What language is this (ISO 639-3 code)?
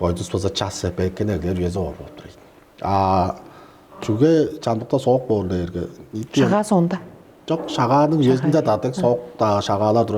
tyv